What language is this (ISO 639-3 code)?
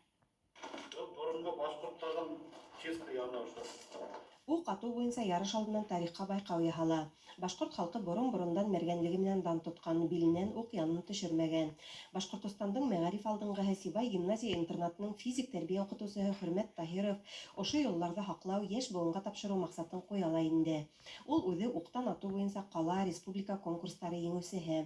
bak